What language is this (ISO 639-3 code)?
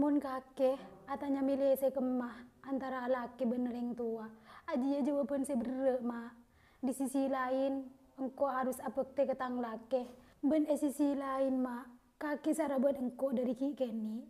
mad